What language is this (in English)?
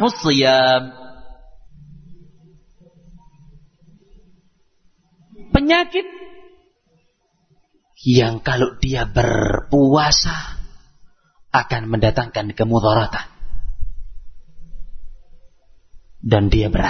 Indonesian